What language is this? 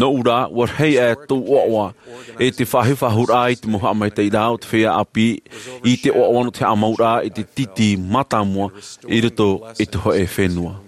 Tahitian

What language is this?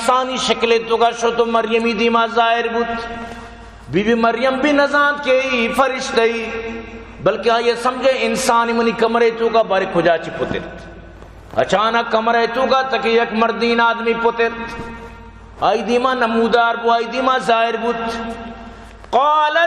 Baluchi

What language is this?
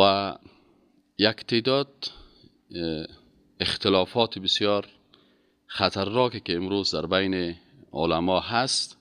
Persian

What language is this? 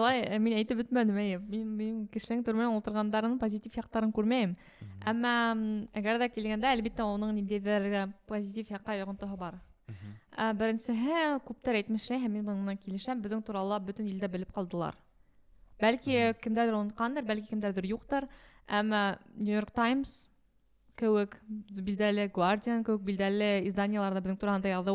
Bashkir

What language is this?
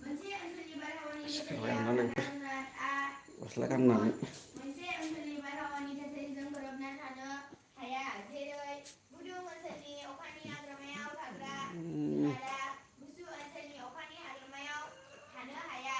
Bodo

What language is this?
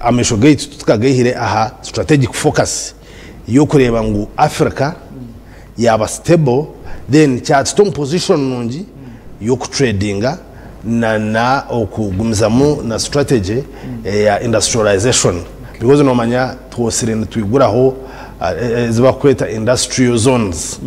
Nyankole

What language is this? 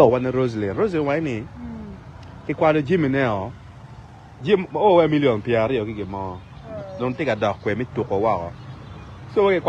Acoli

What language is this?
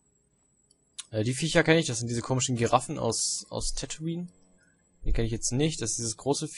German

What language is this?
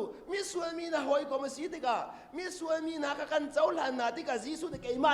Hakha Chin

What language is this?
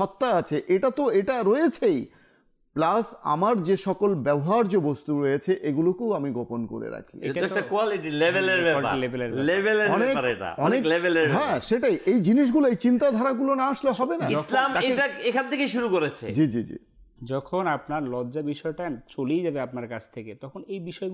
Bangla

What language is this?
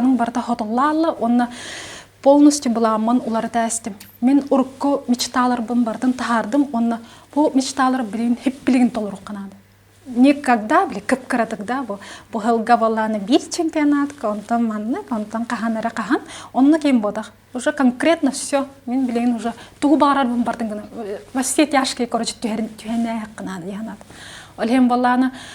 Yakut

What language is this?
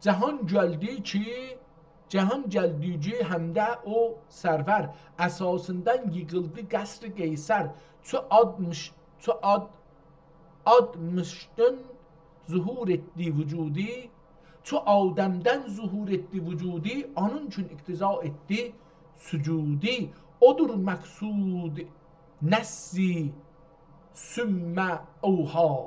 South Azerbaijani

